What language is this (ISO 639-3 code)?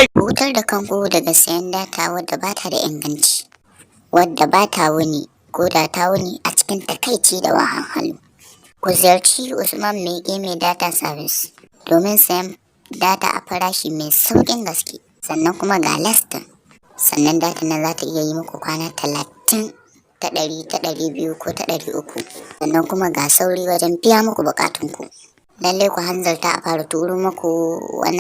hau